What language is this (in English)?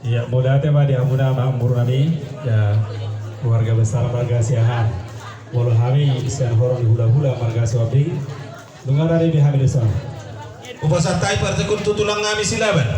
Batak Toba